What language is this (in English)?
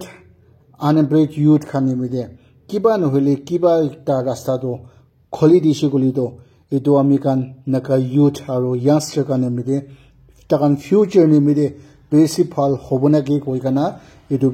Naga Pidgin